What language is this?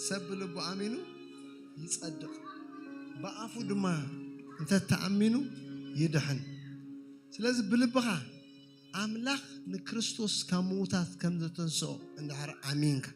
Tigrinya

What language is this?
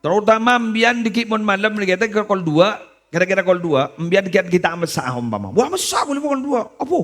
Madurese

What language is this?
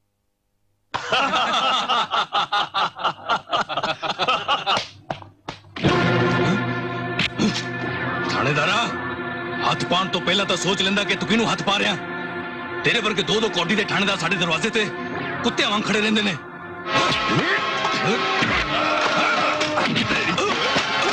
Punjabi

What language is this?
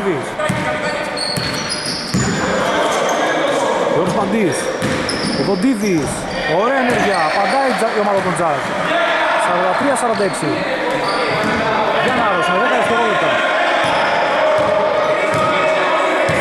Greek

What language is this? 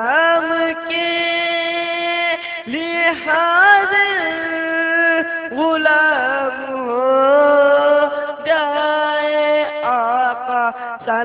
Urdu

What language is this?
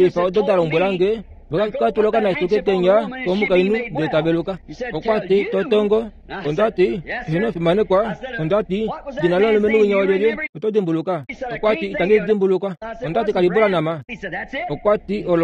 Kuanyama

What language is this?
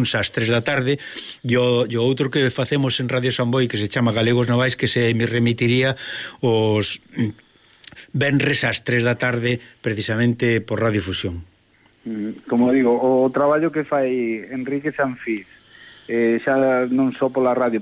Galician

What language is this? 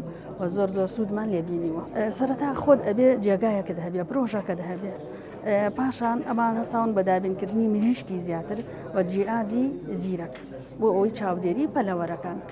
Central Kurdish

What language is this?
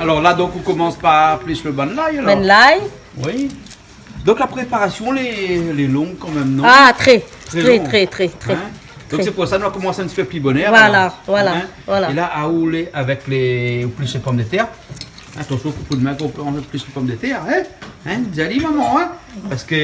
Réunion Creole French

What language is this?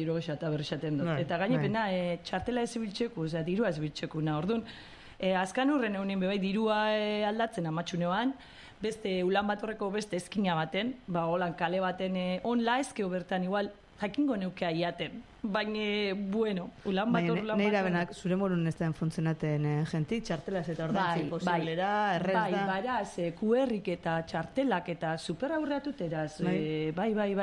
Basque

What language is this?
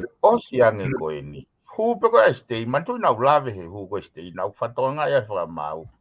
Tongan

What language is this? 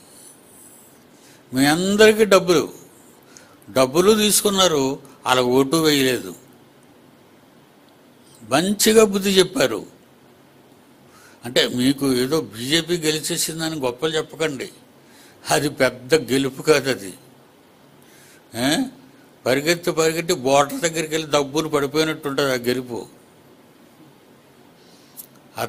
Telugu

